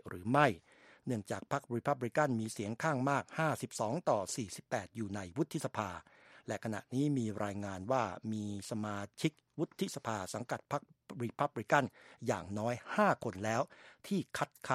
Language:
Thai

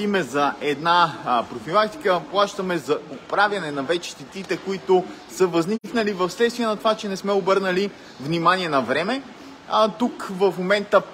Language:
Bulgarian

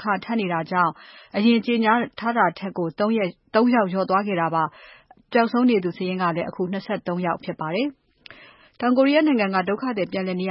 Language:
Burmese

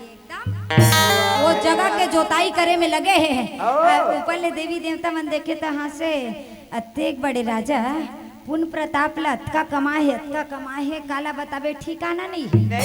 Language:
Chhattisgarhi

